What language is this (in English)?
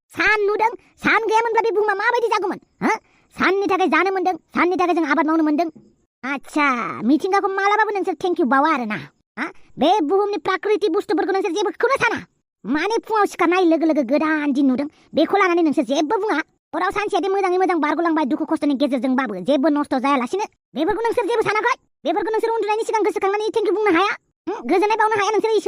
Bodo